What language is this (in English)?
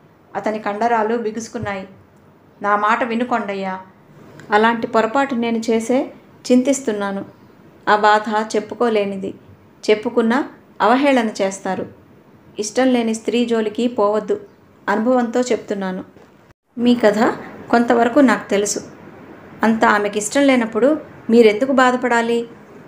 Telugu